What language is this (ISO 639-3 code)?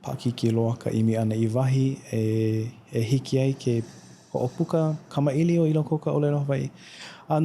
haw